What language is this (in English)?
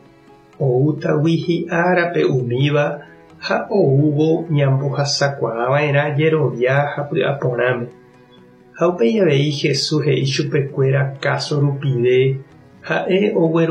Guarani